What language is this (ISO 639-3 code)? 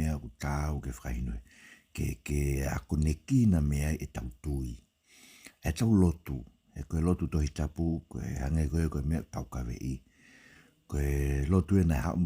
ton